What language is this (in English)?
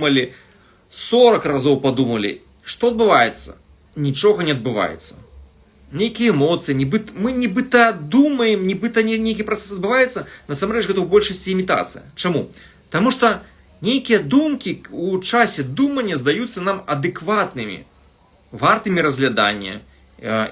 Belarusian